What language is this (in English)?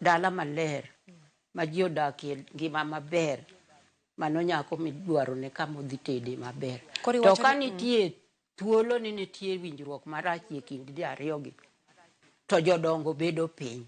Luo (Kenya and Tanzania)